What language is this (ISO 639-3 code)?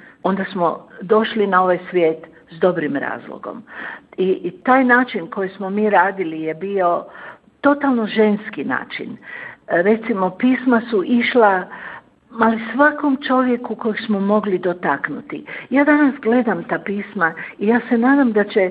hrv